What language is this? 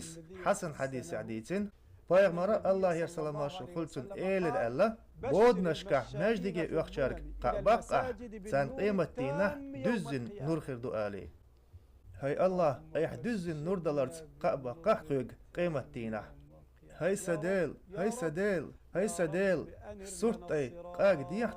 Chechen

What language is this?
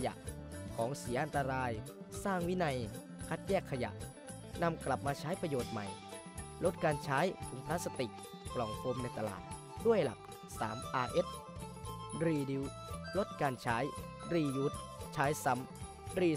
Thai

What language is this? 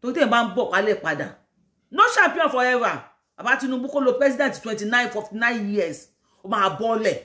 Yoruba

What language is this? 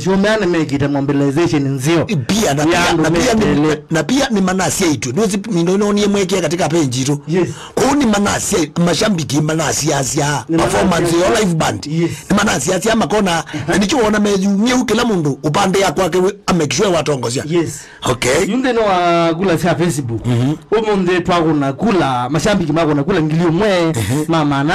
Kamba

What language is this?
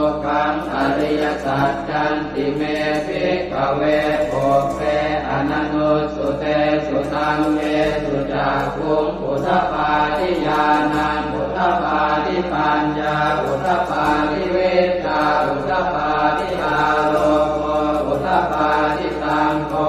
Pali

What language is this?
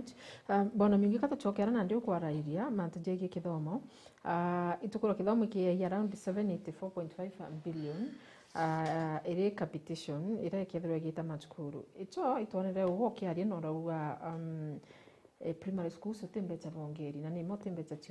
Meru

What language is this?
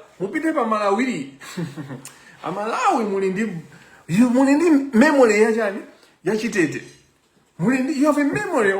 Nyanja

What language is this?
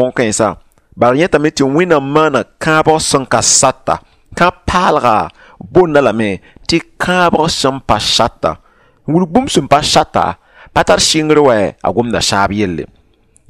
Mossi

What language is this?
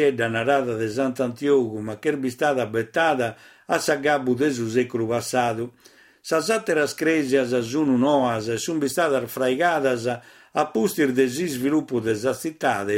Sardinian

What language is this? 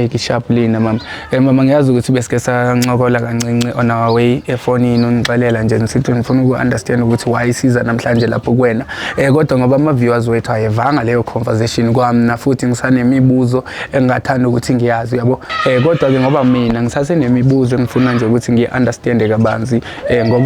Zulu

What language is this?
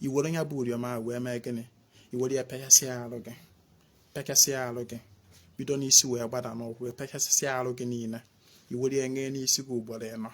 Igbo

